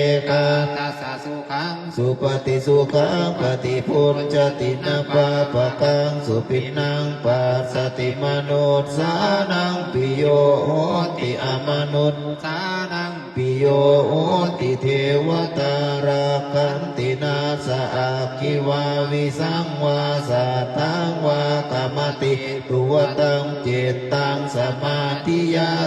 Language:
Pali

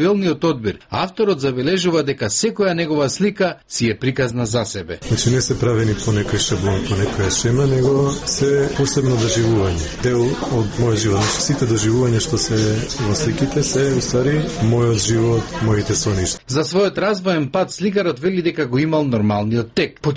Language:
Macedonian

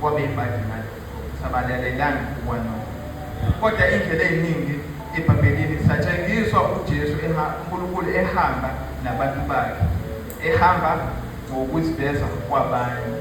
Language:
Zulu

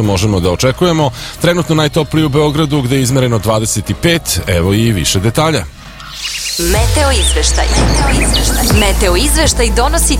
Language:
Serbian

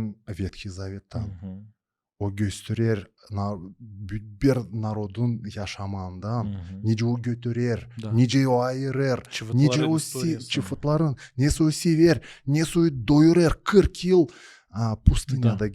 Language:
Gagauz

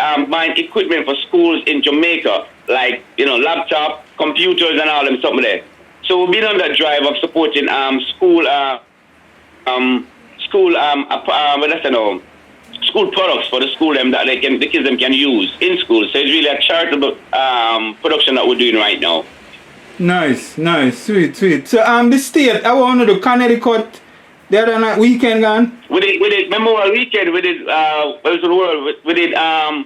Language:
Jamaican Creole English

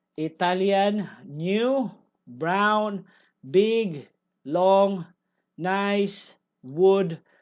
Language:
Cebuano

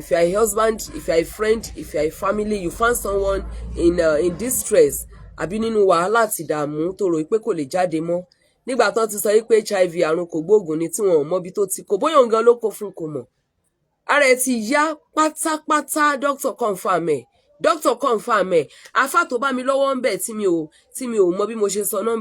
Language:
Yoruba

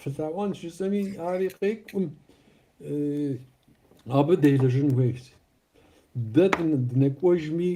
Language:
Kabardian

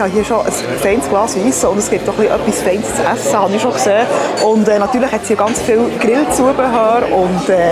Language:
Swiss German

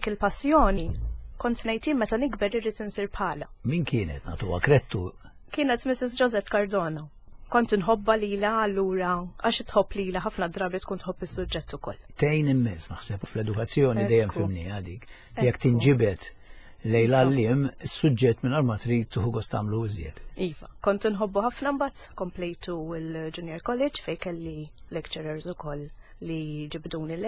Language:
Maltese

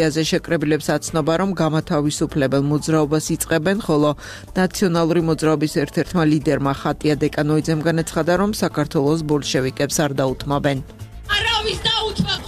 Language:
Georgian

